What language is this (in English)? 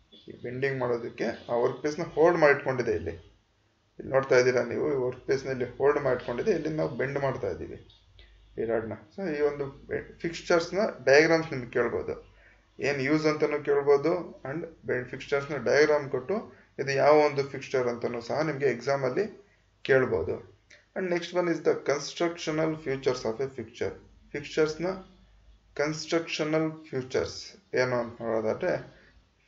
Kannada